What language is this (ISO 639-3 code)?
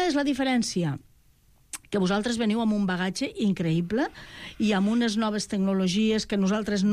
cat